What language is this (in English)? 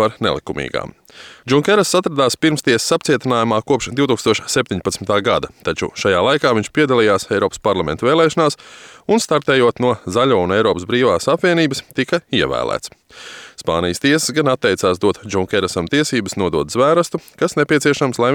Latvian